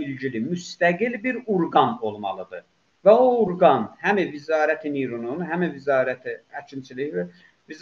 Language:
South Azerbaijani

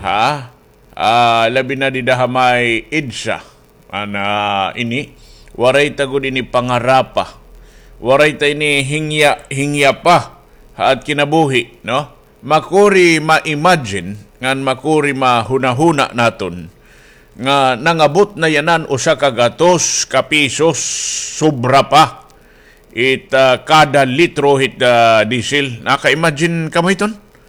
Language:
Waray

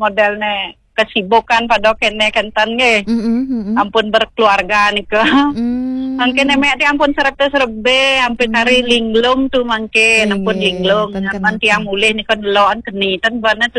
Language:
Balinese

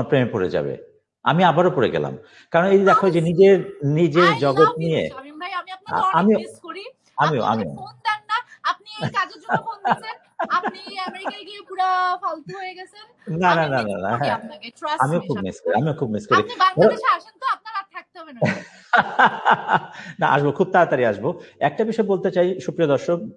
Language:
Bangla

